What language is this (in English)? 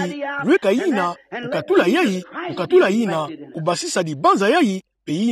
Kituba (Democratic Republic of Congo)